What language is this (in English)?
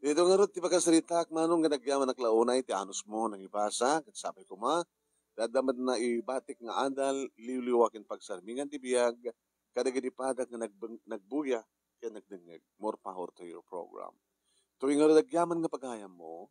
Iloko